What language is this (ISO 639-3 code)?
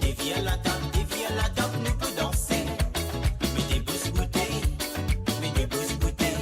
mfe